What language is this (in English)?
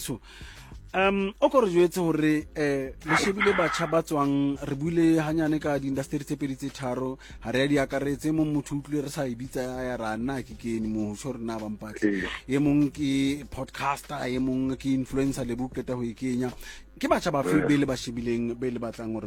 Southern Sotho